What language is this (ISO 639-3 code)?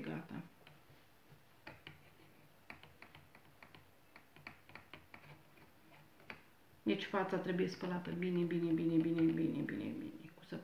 ron